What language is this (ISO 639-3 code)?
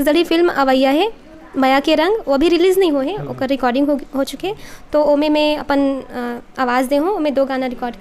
hne